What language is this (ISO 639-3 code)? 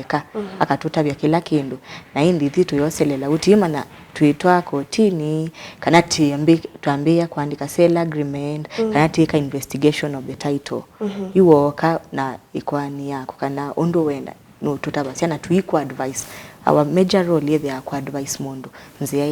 kam